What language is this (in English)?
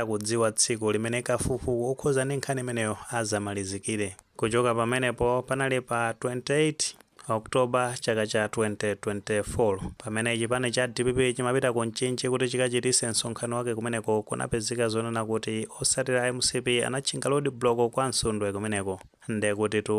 Nyanja